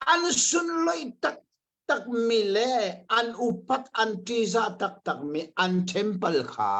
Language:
Hakha Chin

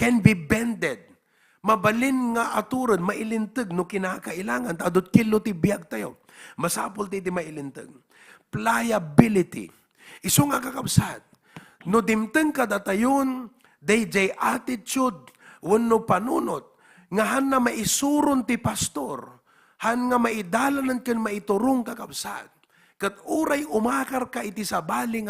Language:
Iloko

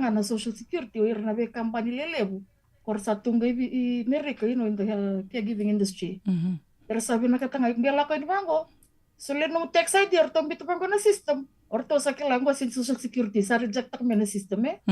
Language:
Fijian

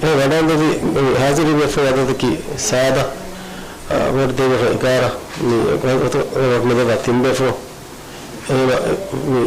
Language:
Divehi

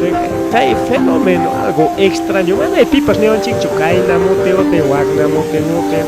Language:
Ayacucho Quechua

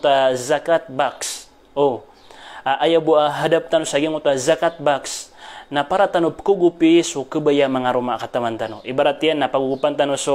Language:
Maranao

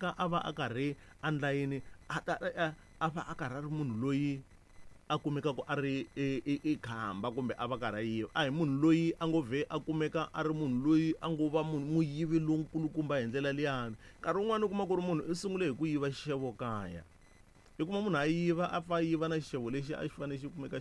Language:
Tsonga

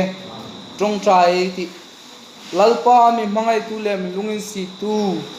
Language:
Hmar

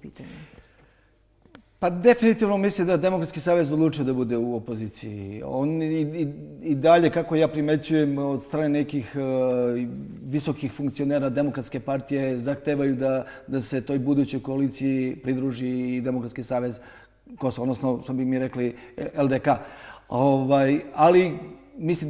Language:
Serbian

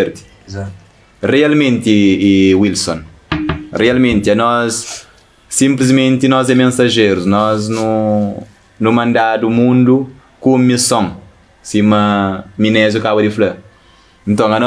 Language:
Kabuverdianu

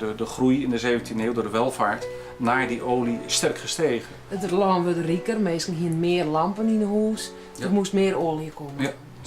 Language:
Western Frisian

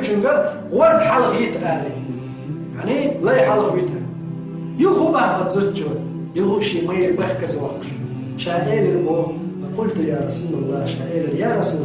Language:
Chechen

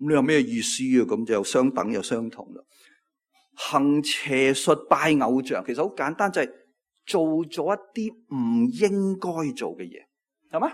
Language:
Cantonese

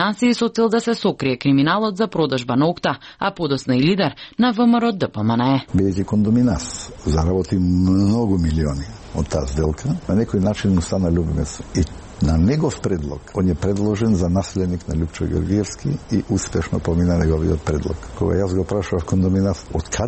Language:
Macedonian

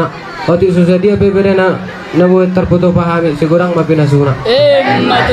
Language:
Batak Toba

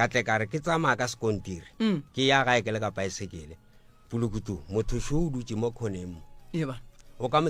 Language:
Northern Sotho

